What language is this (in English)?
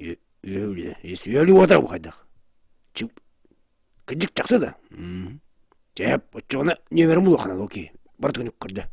Yakut